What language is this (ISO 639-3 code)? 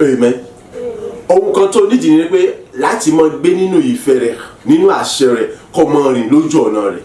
yor